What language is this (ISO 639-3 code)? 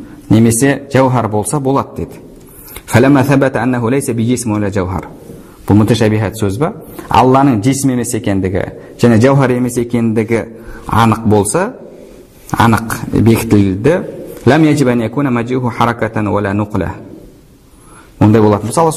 kaz